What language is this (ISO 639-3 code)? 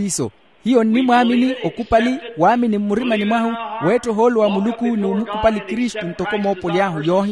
vmw